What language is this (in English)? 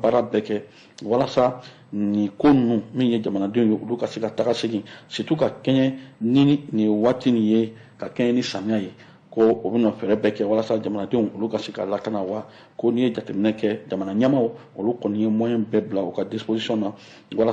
Bambara